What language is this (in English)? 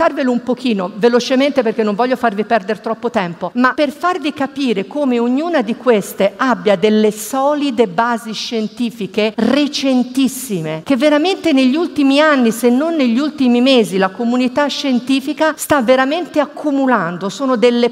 Italian